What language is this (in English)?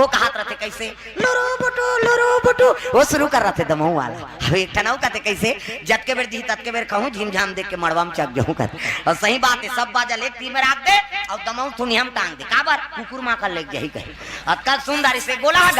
Chhattisgarhi